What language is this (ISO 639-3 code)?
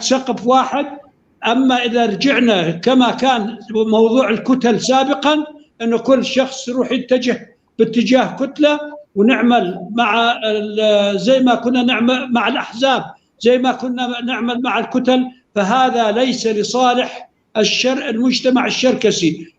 apc